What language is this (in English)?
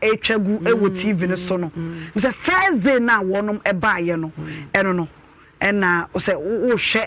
Akan